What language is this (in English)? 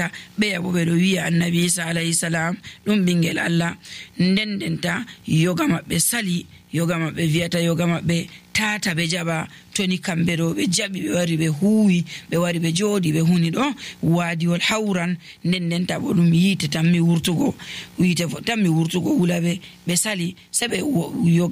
Nigerian Fulfulde